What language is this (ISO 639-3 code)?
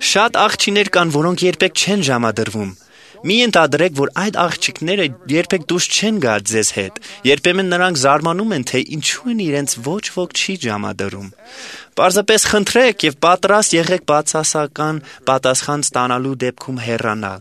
hye